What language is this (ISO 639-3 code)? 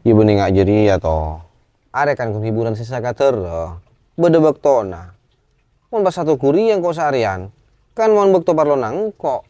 mad